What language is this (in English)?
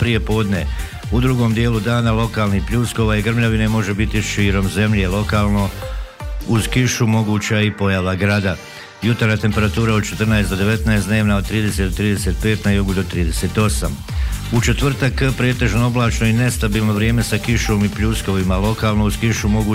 Bosnian